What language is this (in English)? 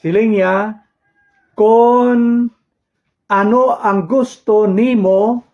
Hiligaynon